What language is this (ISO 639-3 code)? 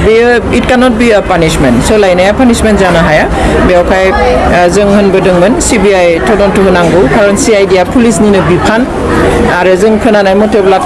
brx